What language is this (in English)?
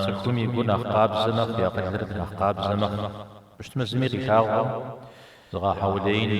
Kabardian